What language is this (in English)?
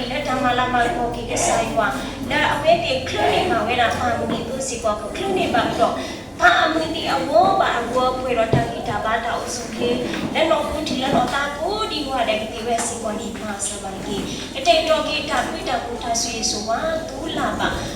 S'gaw Karen